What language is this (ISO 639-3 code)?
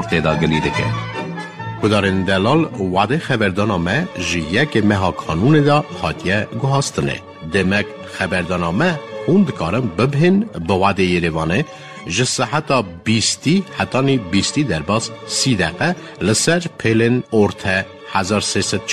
kur